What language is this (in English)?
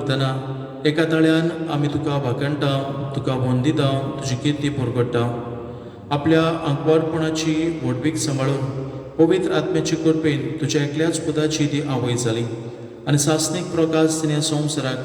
Konkani